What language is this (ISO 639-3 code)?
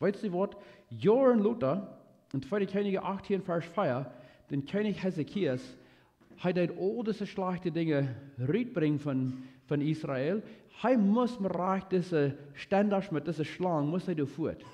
pdt